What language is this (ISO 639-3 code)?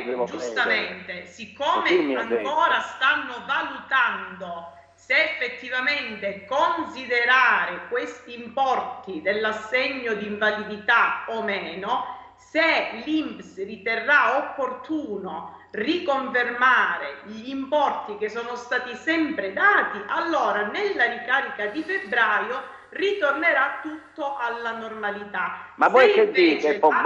ita